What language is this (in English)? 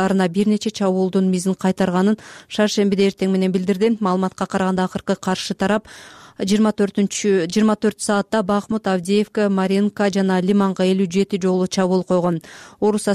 Kyrgyz